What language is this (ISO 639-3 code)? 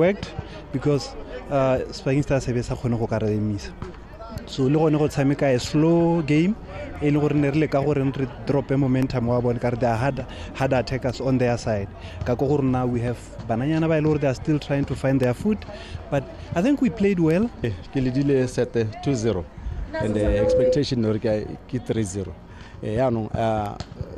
tsn